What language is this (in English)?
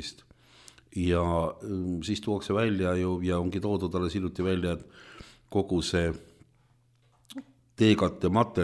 Estonian